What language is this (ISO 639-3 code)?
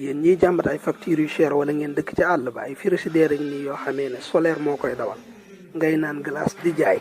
wol